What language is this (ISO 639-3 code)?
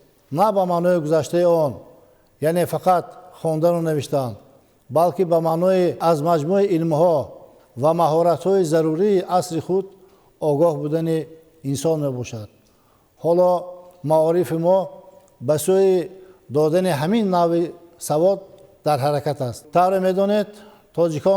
tgk